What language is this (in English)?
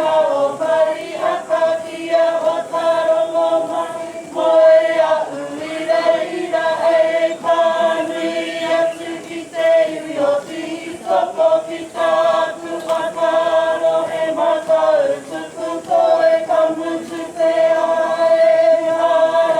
Māori